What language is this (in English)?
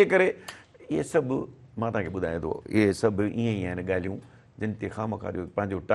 Sindhi